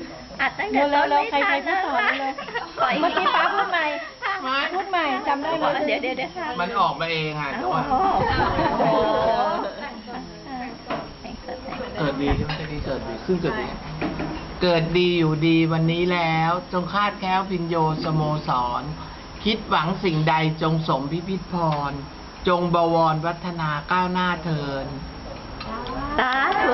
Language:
Thai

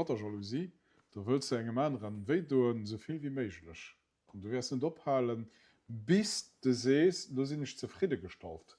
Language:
Luxembourgish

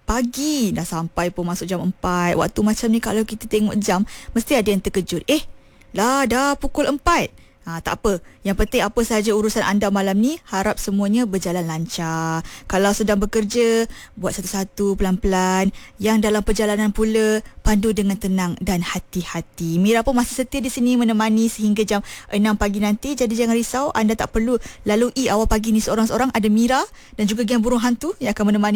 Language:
Malay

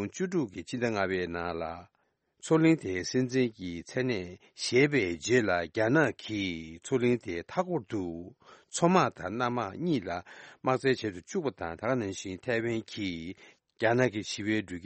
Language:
Tibetan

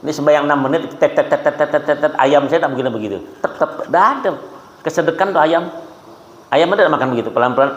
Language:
Banjar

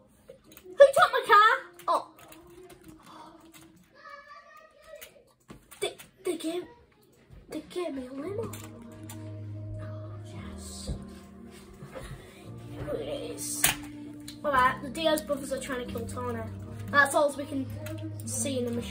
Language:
English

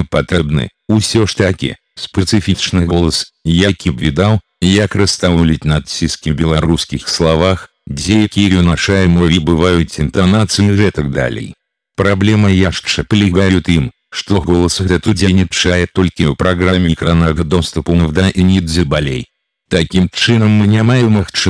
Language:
Belarusian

